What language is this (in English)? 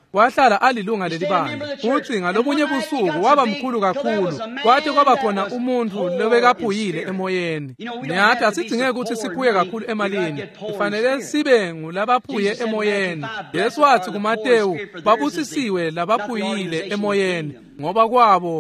Swati